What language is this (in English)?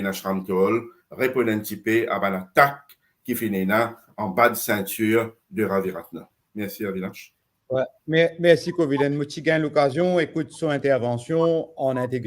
Morisyen